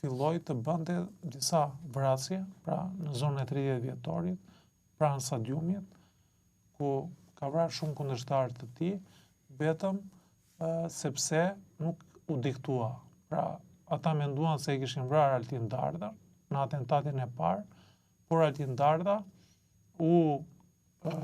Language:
Albanian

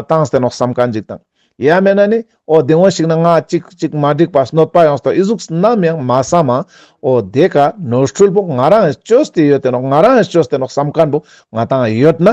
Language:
Ladakhi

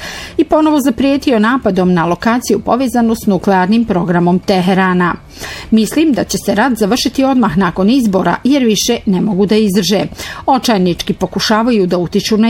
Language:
Bosnian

